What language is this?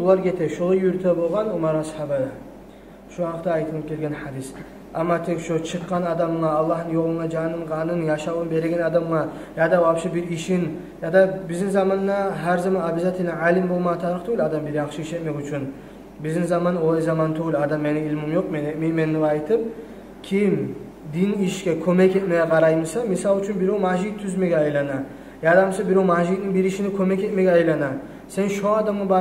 Kumyk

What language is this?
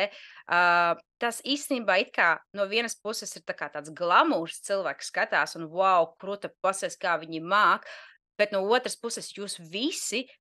Latvian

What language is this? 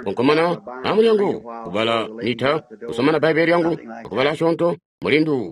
Tonga (Zambia)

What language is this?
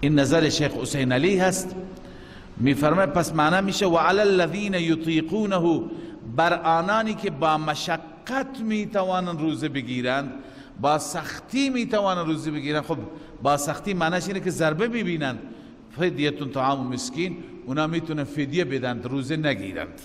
Persian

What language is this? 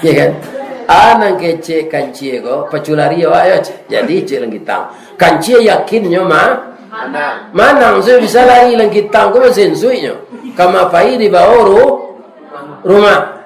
Minangkabau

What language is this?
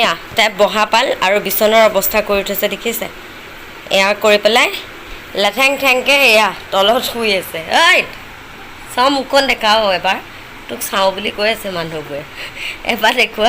Assamese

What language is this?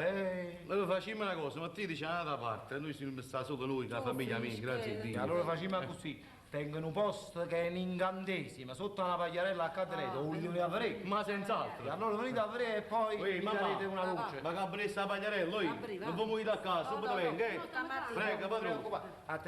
Neapolitan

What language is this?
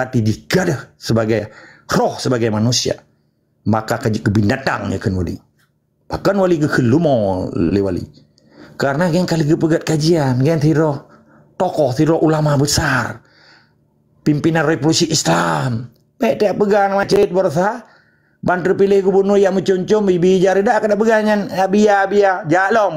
Achinese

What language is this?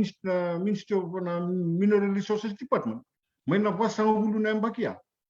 Fijian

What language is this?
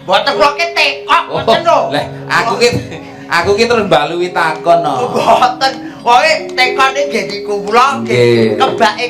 Javanese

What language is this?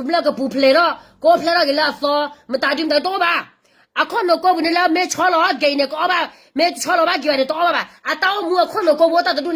S'gaw Karen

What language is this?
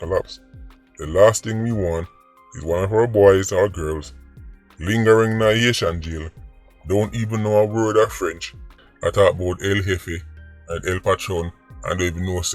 Jamaican Creole English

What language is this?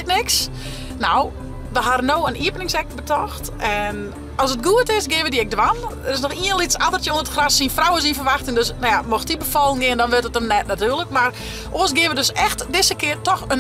Western Frisian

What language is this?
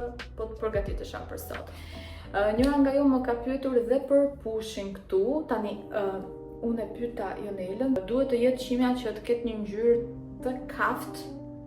Albanian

